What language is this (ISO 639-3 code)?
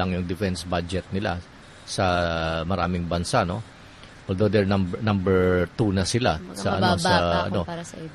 fil